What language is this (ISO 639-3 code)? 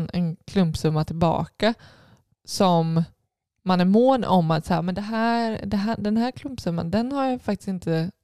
swe